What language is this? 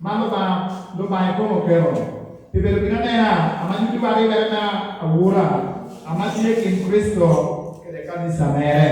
Lango (Uganda)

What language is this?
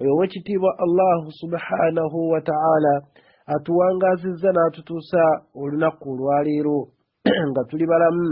Ganda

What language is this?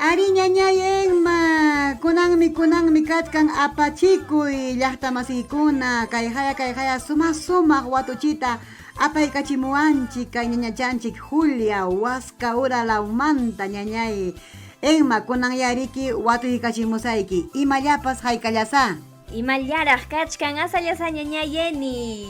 Ayacucho Quechua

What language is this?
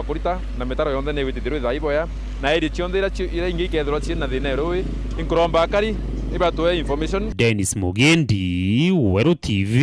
Meru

